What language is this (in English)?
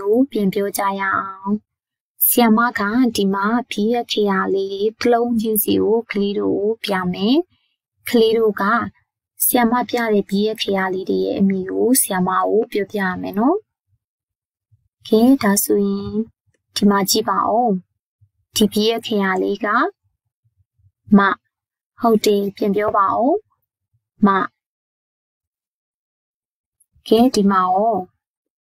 Burmese